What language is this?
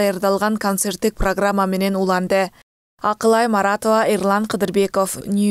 Kyrgyz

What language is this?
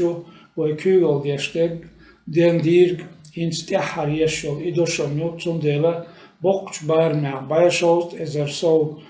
Chechen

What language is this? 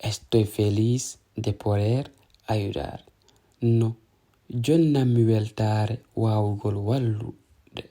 Fula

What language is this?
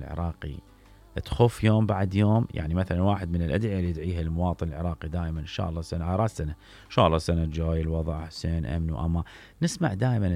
Mesopotamian Arabic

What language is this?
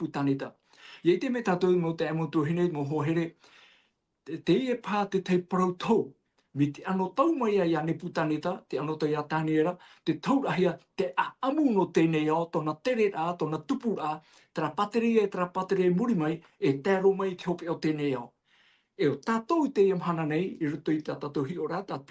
Tahitian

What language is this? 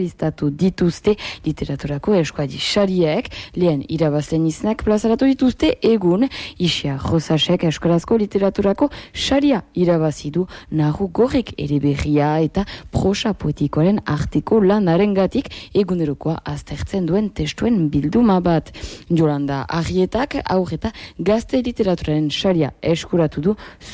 Basque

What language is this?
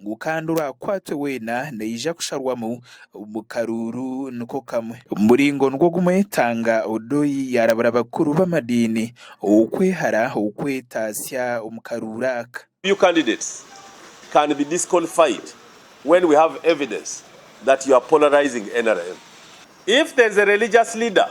Nyankole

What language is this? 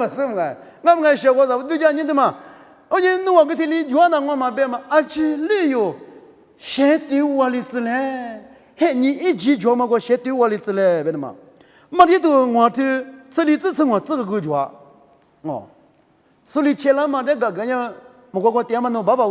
Lisu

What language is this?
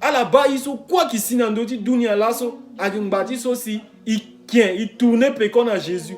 Sango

